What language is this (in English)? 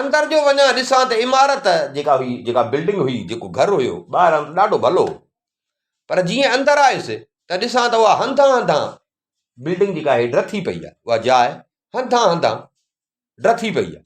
Sindhi